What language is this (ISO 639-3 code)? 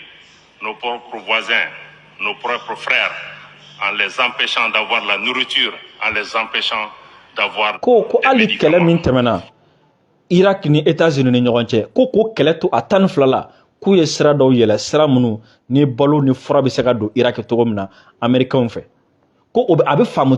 bam